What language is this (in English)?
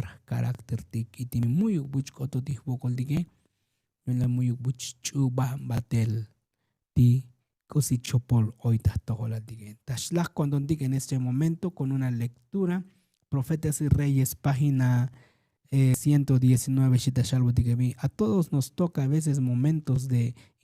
Tzotzil